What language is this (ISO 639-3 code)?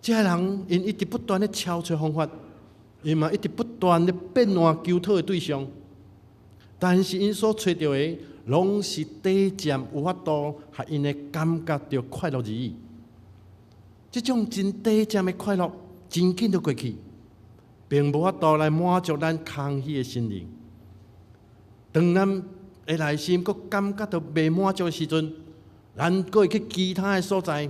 nan